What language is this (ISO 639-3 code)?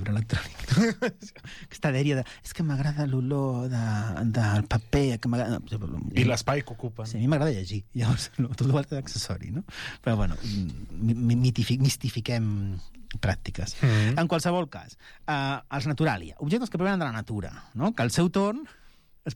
cat